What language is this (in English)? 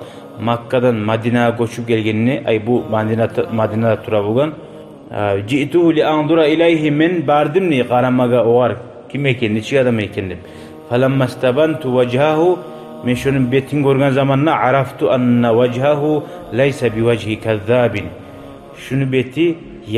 Kumyk